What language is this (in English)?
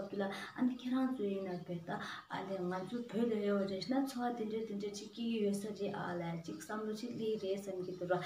Tibetan